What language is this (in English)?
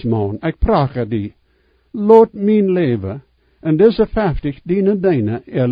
Plautdietsch